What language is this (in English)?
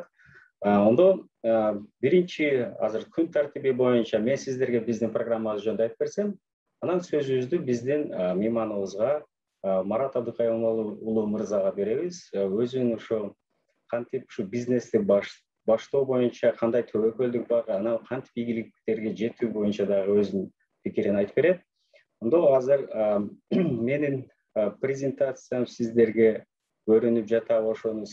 Kyrgyz